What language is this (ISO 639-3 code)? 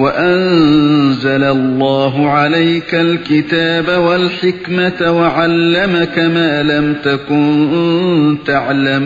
uig